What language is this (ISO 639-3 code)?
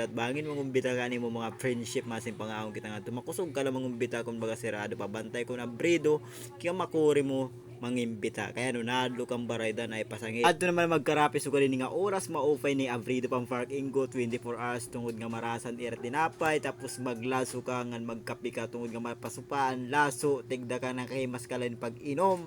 war